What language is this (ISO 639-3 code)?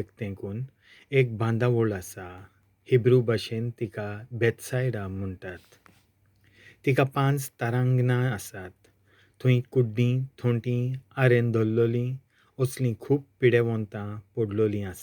kok